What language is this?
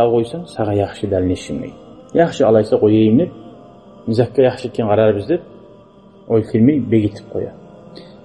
Kumyk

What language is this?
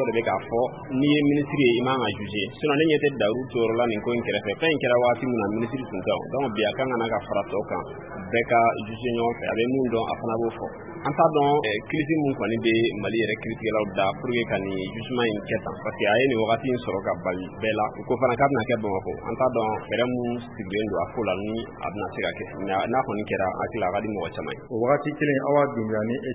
Bambara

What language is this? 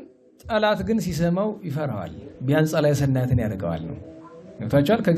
Amharic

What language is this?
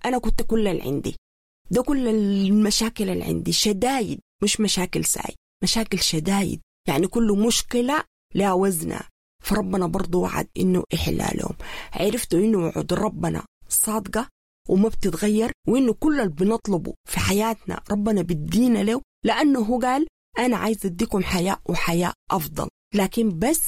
Sudanese Arabic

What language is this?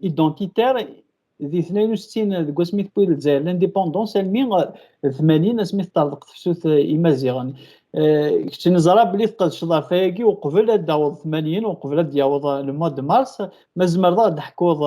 Kabyle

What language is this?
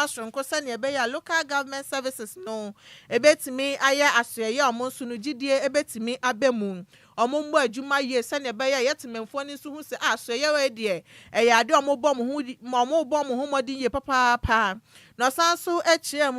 Akan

